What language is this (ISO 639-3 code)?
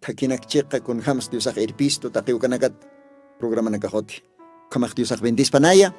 aym